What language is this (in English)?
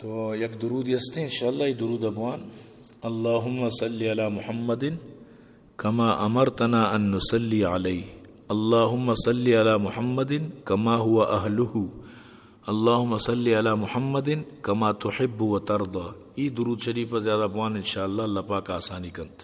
Eastern Balochi